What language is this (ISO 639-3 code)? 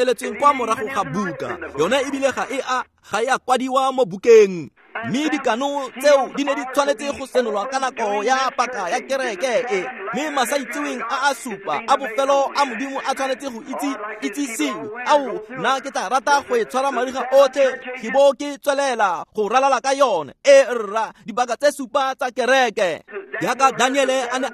tsn